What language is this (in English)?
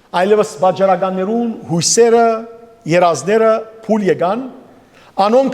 Western Armenian